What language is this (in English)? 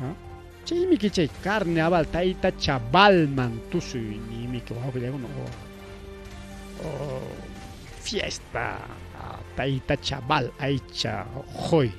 Ayacucho Quechua